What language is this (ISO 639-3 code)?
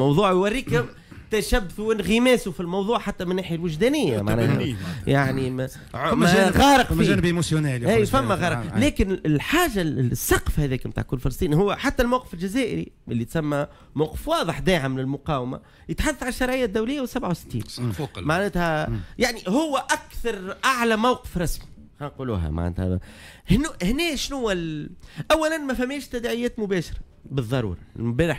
aeb